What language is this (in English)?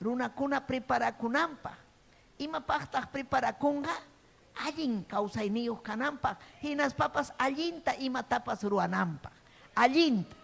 Ayacucho Quechua